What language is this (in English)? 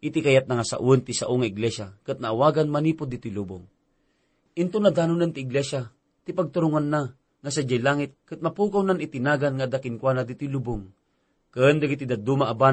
Iloko